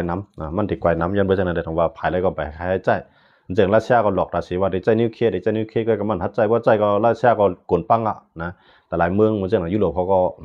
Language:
Shan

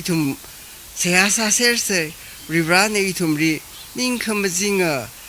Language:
Tangkhul Naga (India)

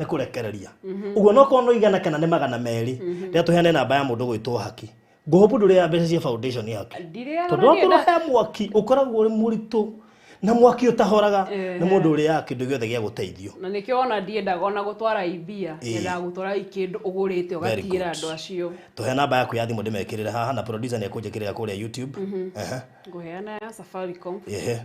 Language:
Kikuyu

